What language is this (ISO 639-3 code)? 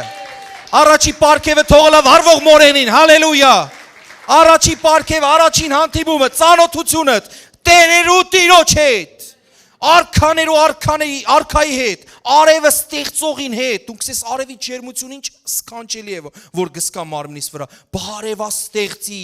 hyw